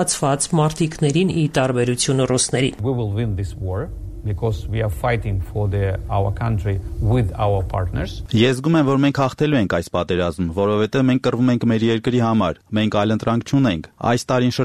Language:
Armenian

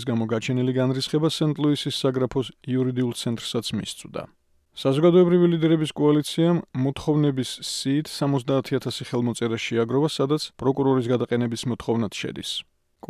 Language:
Georgian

